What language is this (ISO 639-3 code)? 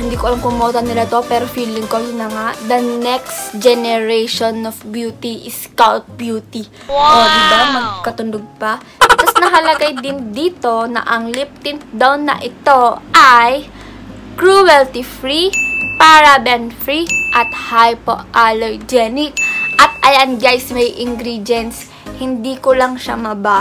fil